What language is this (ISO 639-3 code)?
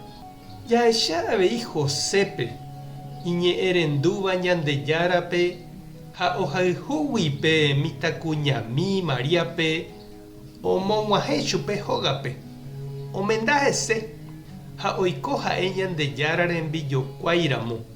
grn